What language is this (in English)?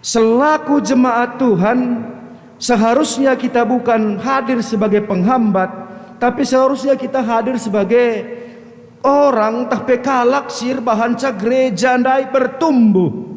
Batak Karo